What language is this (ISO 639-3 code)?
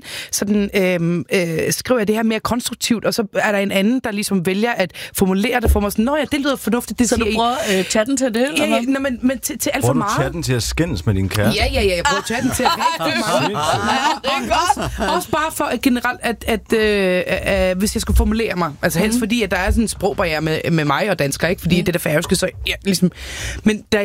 dan